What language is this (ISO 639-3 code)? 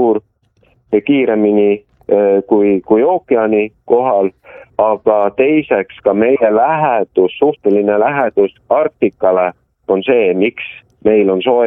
est